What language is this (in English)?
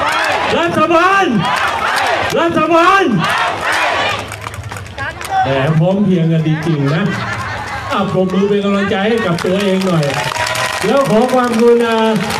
Thai